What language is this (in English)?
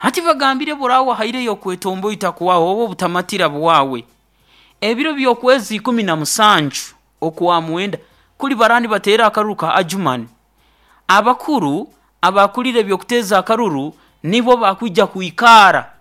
Nyoro